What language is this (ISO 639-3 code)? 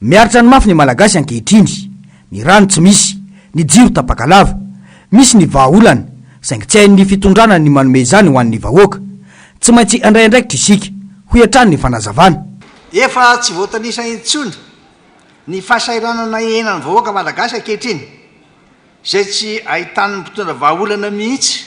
mlg